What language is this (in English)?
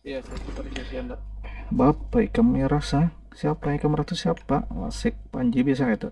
Banjar